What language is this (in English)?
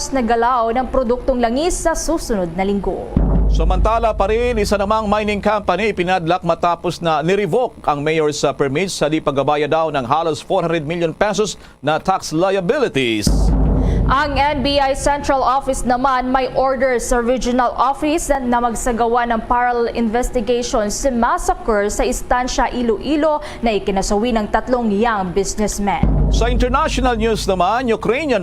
Hiligaynon